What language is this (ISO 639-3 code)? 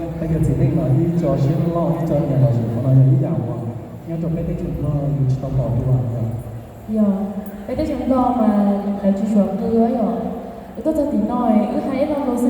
hmn